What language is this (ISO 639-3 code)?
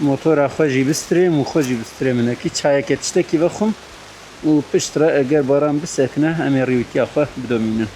kur